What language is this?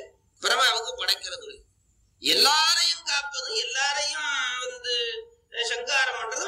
Tamil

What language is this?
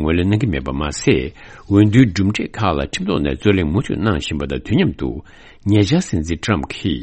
Tibetan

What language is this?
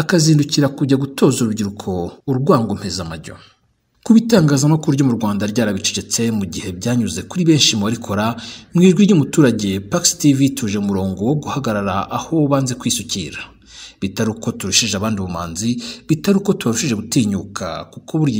Kinyarwanda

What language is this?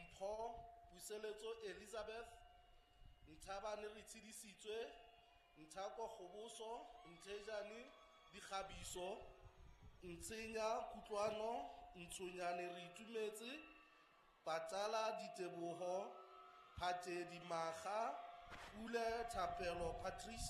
Southern Sotho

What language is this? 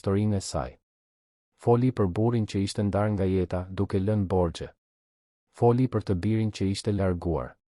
Albanian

